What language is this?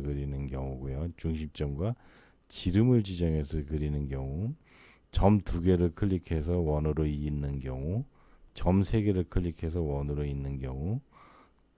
Korean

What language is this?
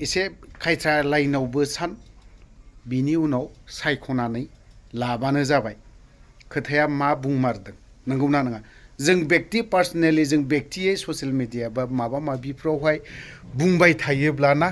Bodo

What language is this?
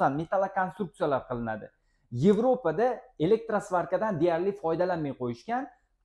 Uzbek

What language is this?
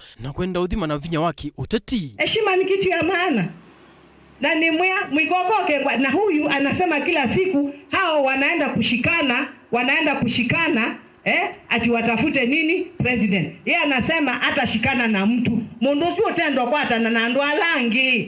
Kamba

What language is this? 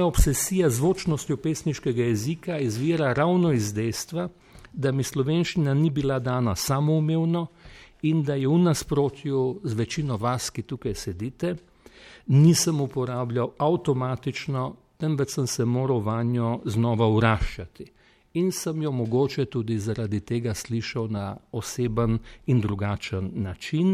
Slovenian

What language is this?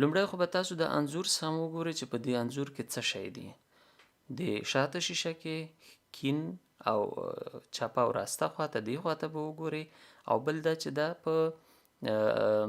Pashto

